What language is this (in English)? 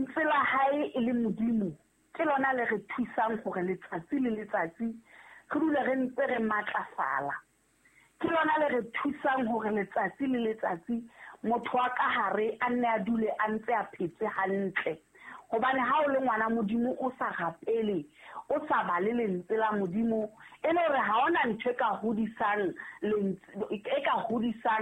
Southern Sotho